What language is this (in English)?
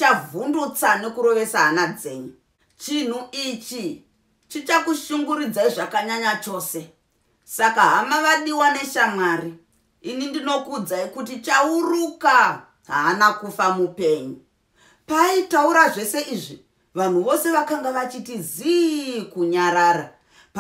Shona